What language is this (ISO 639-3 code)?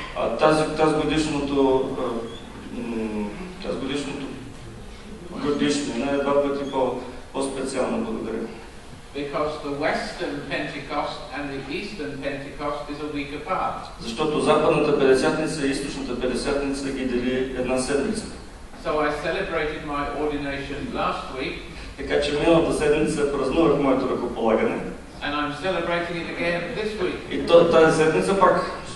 bul